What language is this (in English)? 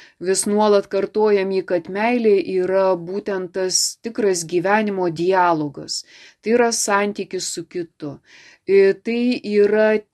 Lithuanian